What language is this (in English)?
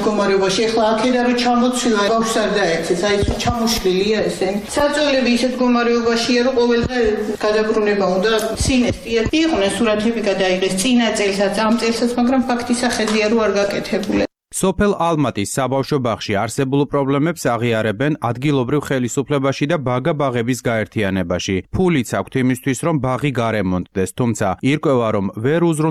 Georgian